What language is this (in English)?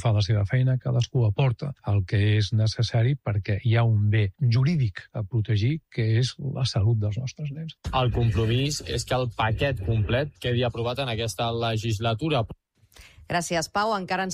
Catalan